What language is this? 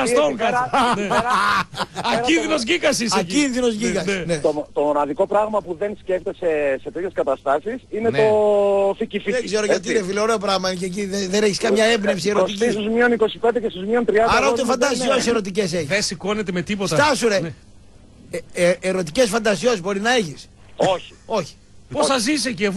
Greek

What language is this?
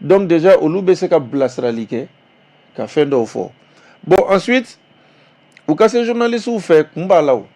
Bambara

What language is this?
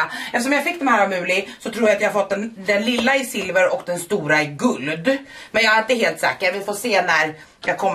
Swedish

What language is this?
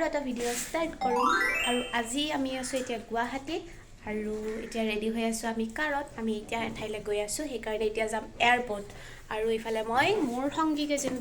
Assamese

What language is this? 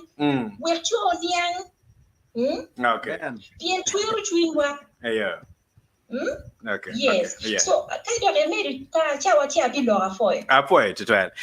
Acoli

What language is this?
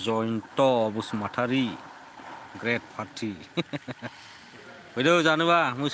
Bodo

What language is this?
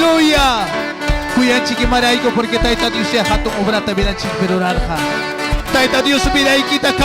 Ayacucho Quechua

